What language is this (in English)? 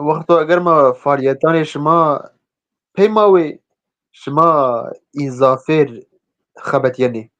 Zaza